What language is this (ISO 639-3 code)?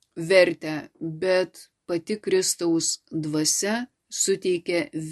lit